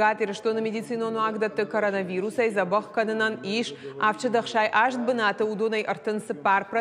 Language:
Ossetic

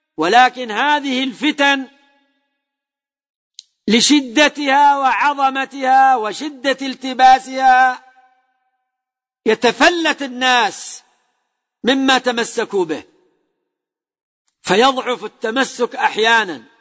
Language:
Arabic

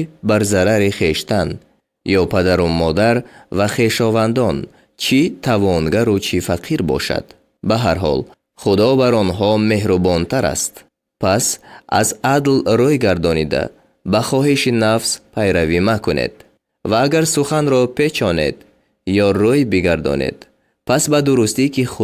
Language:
Tajik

